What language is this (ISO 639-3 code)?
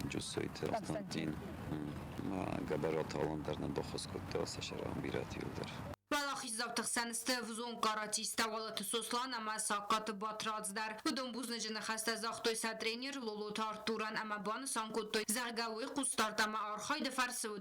oss